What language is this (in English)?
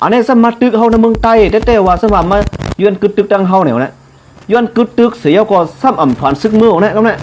Shan